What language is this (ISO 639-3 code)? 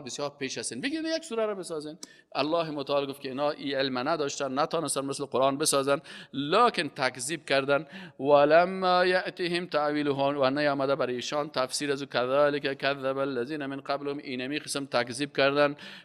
fas